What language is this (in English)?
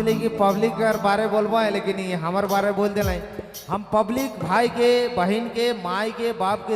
Sadri